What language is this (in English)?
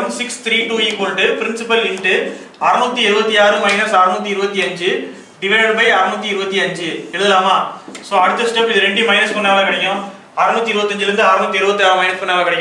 Tamil